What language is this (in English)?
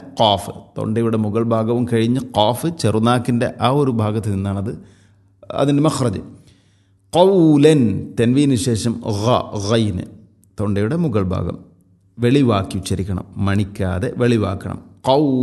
Malayalam